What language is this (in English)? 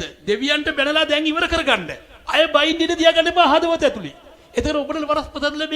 Sinhala